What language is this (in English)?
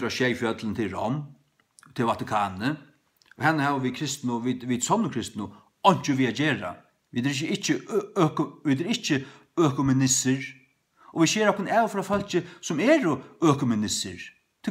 Faroese